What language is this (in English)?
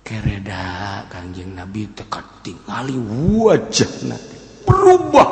Sundanese